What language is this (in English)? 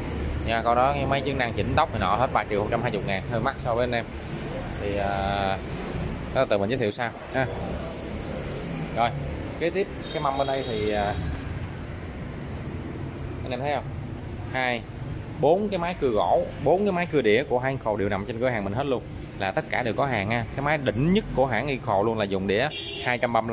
Vietnamese